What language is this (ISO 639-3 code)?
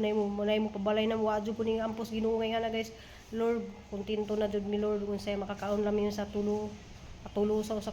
ceb